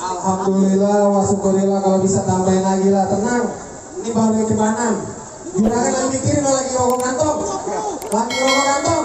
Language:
Betawi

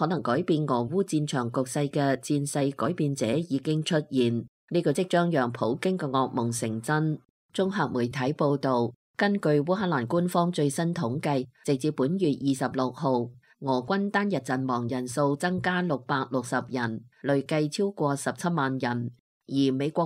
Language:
Cantonese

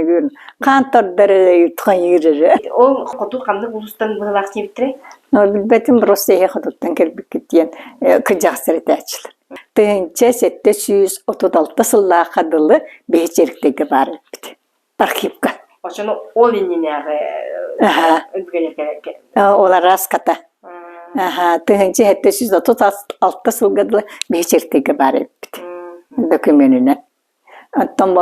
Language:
Yakut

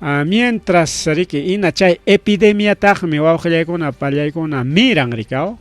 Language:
Ayacucho Quechua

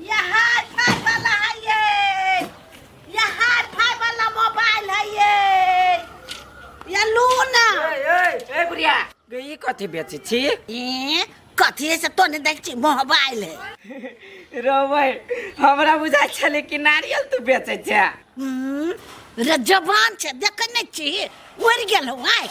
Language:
Maithili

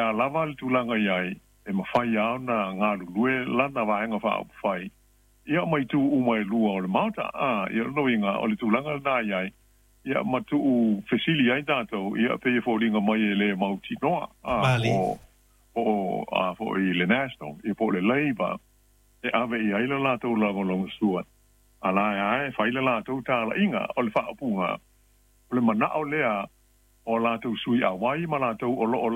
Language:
Samoan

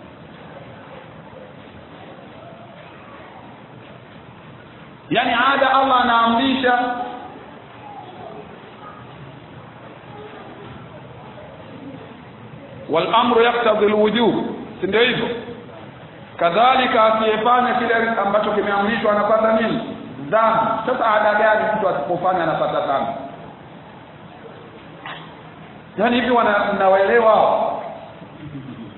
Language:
Swahili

